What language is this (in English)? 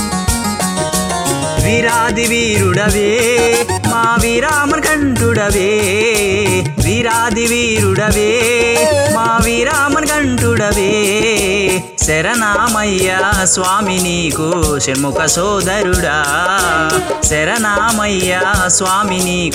Telugu